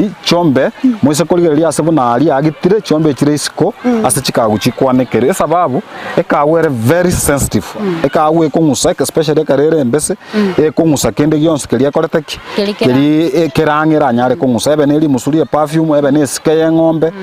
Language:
Gusii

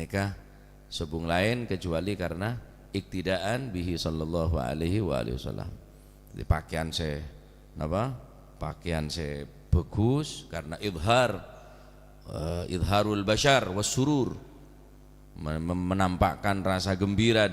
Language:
Madurese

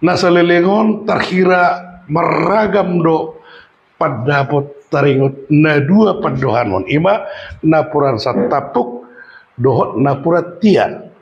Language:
Batak Toba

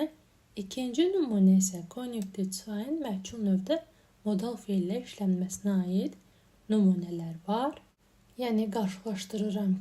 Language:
Azerbaijani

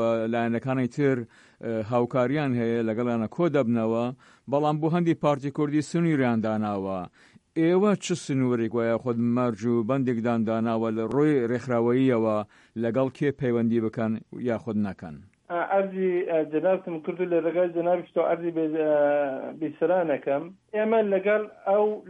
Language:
Central Kurdish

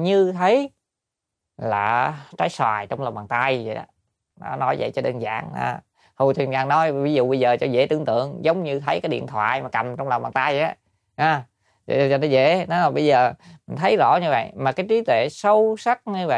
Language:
Vietnamese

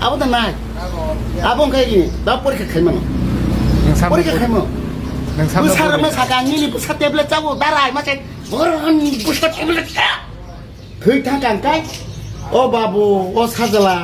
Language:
Kok Borok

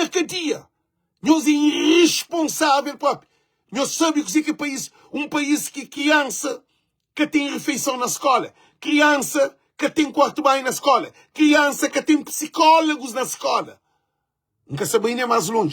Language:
Kabuverdianu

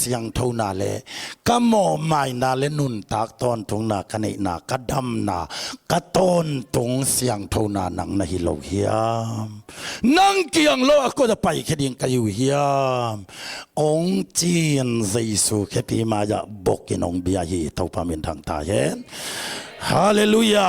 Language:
Tedim Chin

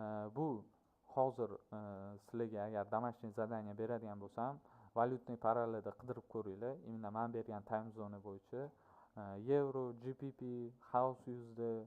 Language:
Uzbek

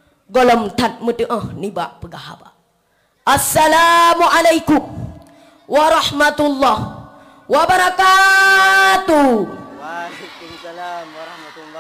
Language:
Achinese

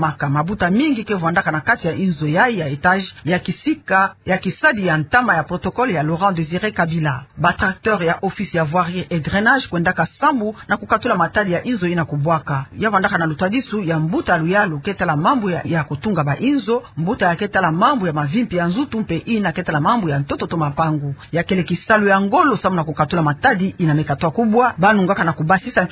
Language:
Kituba (Democratic Republic of Congo)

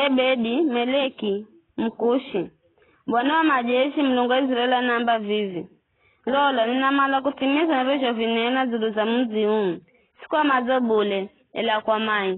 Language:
Giryama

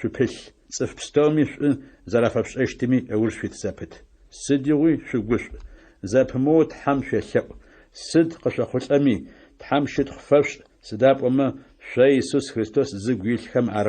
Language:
Adyghe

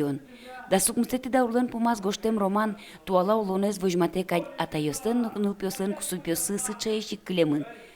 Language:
Udmurt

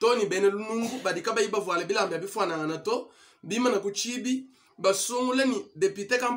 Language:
Luba-Lulua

